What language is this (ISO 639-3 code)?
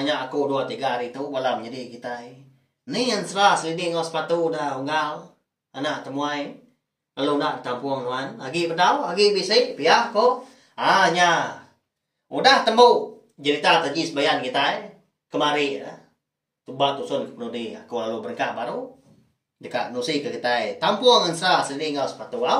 iba